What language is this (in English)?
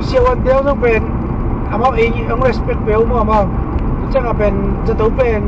Tedim Chin